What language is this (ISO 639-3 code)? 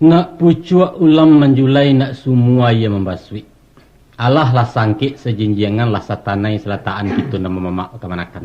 min